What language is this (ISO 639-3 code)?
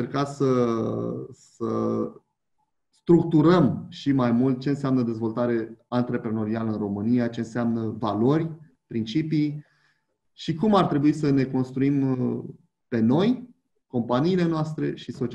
ron